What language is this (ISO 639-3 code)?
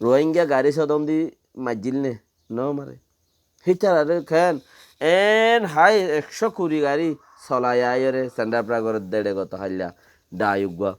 rhg